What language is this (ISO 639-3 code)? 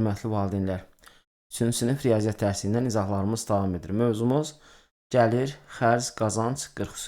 aze